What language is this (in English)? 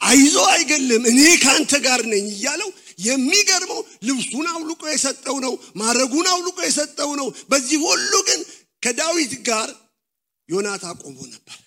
Amharic